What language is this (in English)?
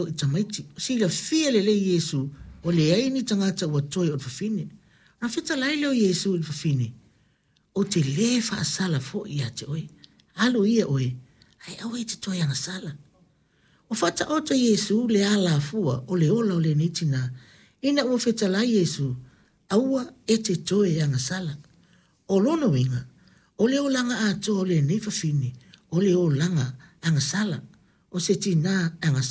Samoan